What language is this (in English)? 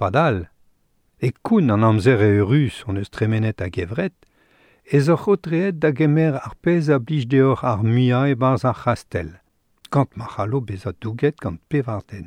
Breton